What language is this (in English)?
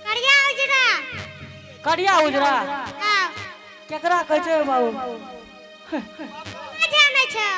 Angika